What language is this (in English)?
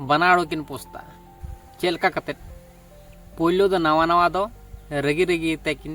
Santali